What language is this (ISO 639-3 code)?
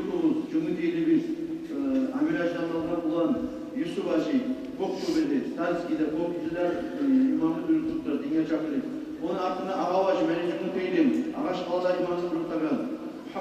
kum